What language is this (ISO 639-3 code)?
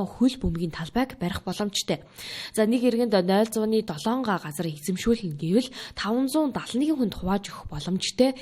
mon